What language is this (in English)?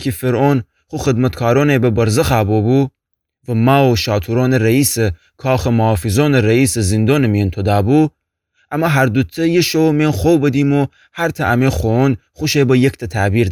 Gilaki